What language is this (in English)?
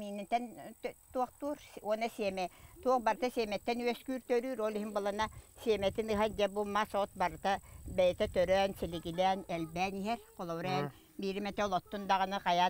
Yakut